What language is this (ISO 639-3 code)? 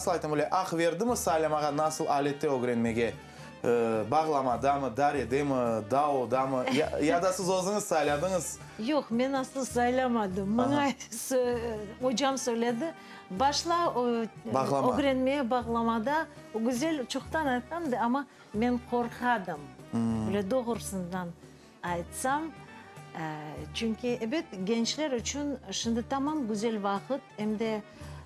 crh